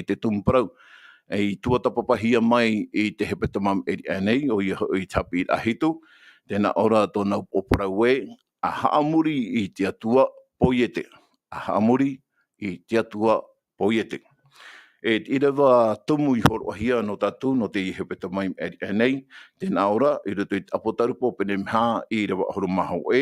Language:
Tahitian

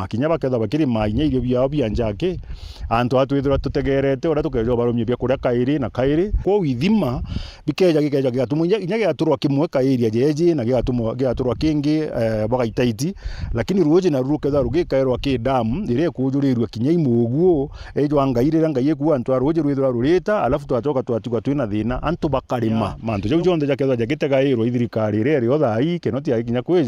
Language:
Meru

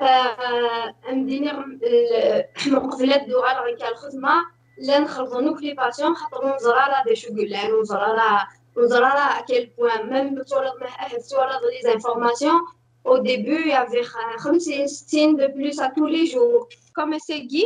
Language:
Kabyle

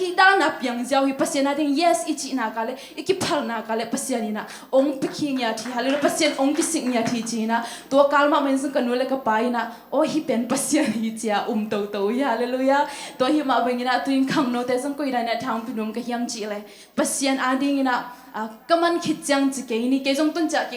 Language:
Tedim Chin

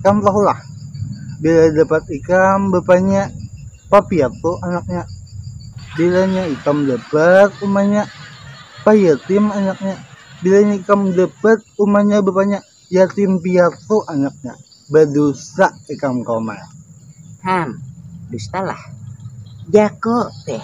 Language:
Banjar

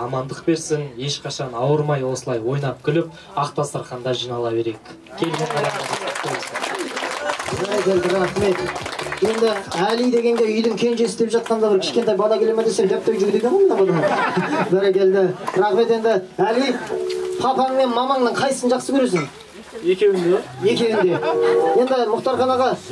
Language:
Kazakh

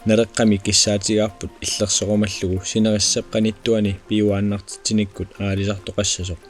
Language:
Kalaallisut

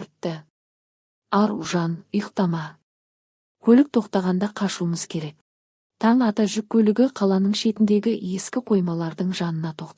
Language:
Kazakh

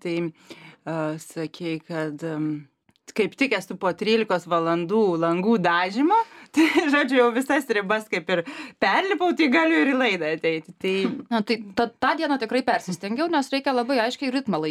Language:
Lithuanian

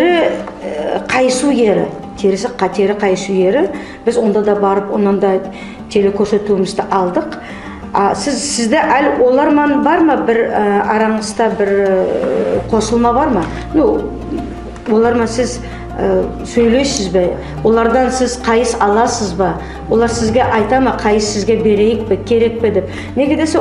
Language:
Nogai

